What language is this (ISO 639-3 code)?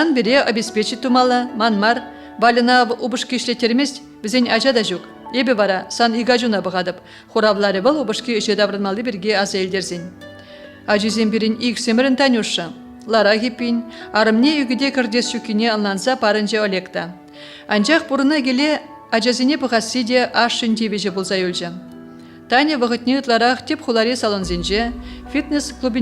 chv